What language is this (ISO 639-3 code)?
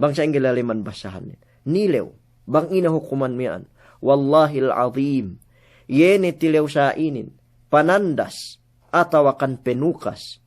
yka